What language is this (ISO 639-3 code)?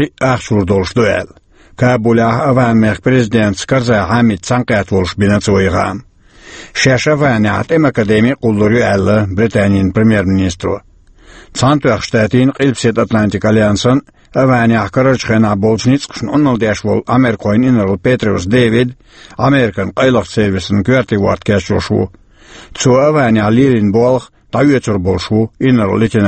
che